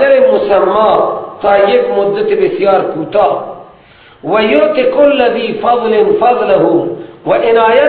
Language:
Persian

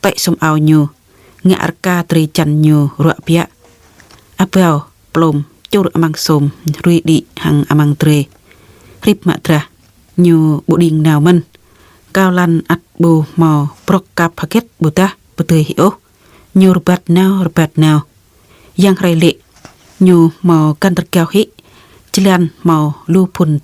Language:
Jarai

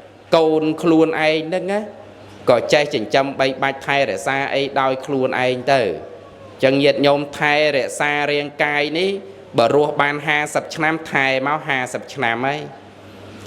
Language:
Khmer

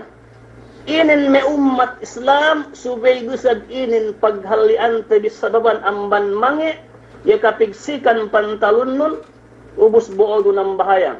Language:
Yakan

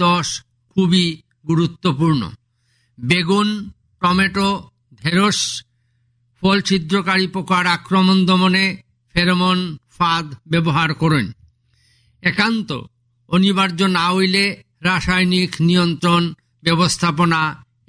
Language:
Bangla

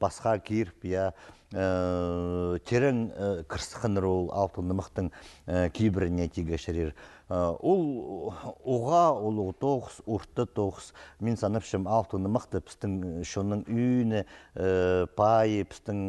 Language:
Khakas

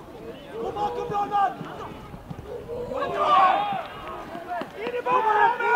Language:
Swedish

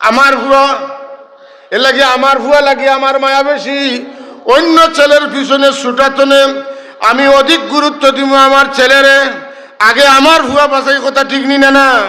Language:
Sylheti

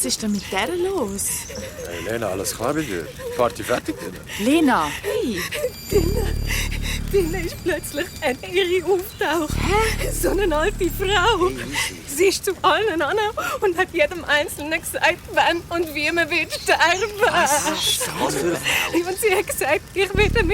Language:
Swiss German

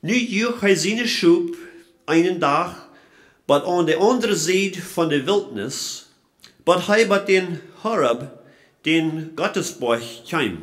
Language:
Plautdietsch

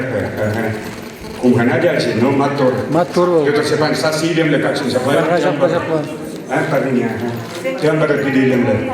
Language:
Chuvash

